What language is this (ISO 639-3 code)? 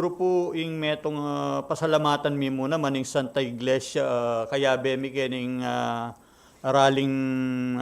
pam